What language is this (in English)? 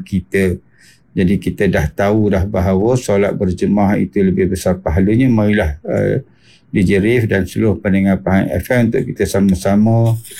Malay